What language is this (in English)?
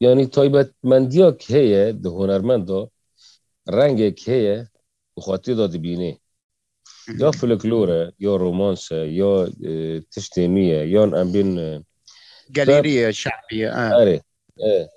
Kurdish